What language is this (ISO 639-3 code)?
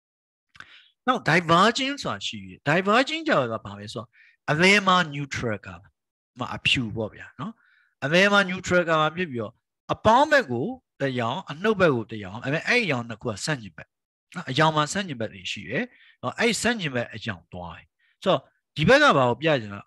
mya